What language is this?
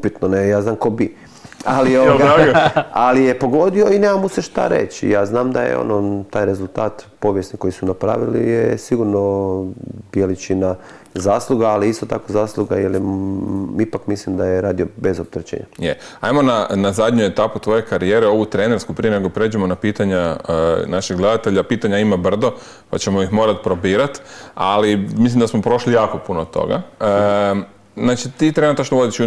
Croatian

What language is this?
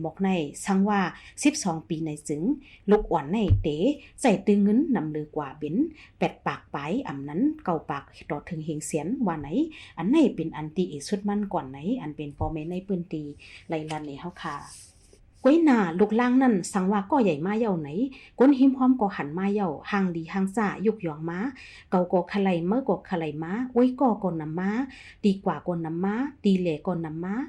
Shan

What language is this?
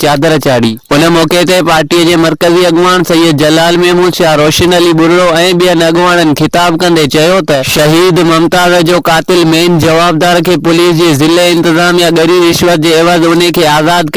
Sindhi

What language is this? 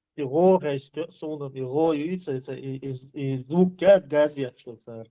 Chechen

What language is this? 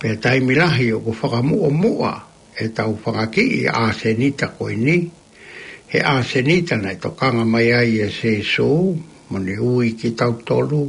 Tongan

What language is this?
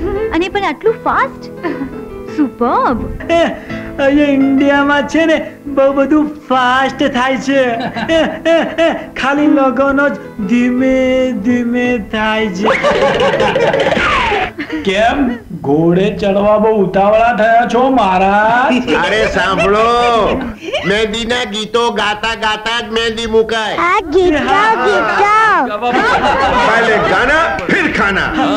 Gujarati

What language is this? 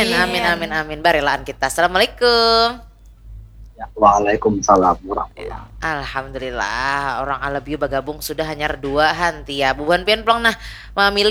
Banjar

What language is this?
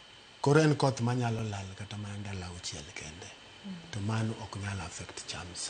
Luo (Kenya and Tanzania)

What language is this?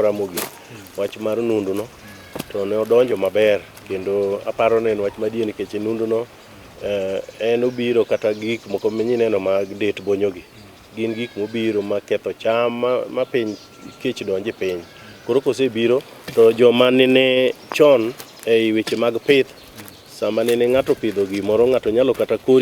Luo (Kenya and Tanzania)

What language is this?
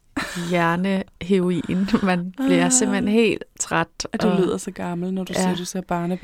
Danish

